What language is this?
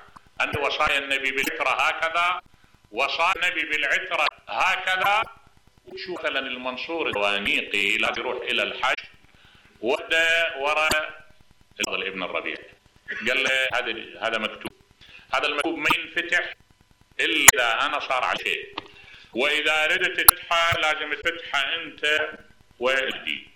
Mesopotamian Arabic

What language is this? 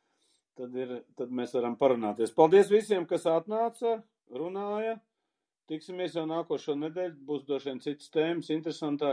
Latvian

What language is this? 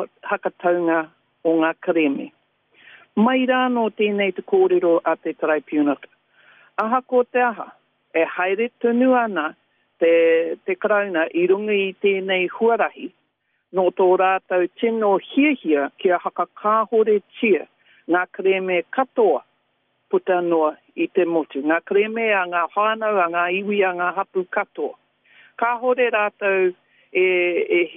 Māori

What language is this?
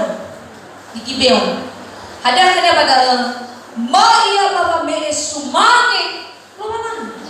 Nias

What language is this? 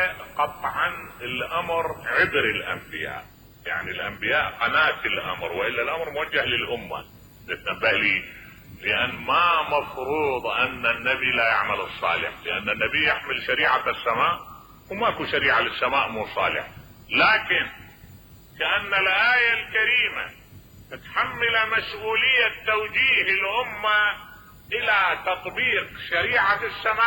Mesopotamian Arabic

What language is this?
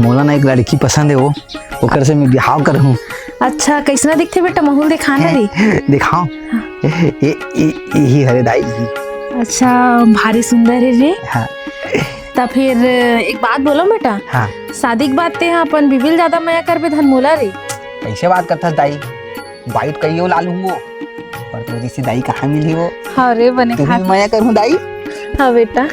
Chhattisgarhi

